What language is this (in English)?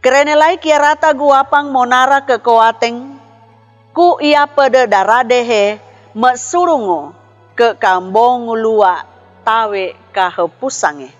Sangir